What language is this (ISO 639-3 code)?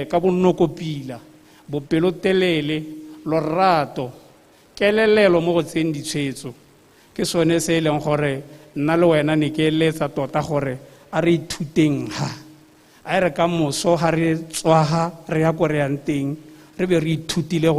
tsn